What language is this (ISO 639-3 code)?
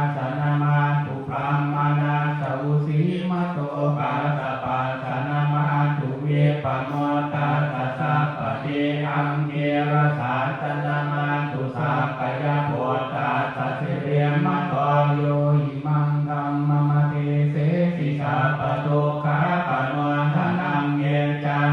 pli